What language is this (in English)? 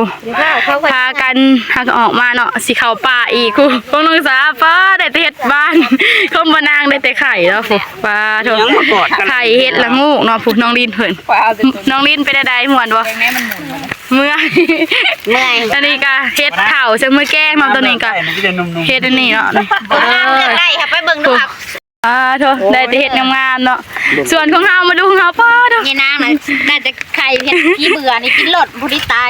Northeastern Thai